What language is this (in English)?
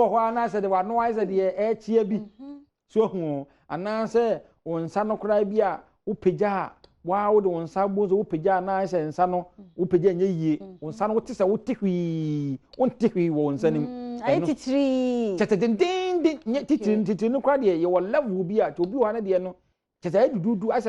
Akan